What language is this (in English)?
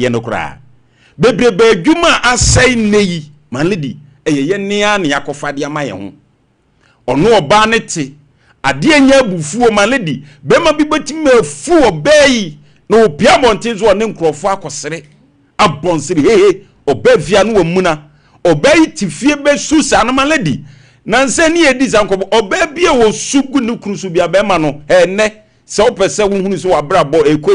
Akan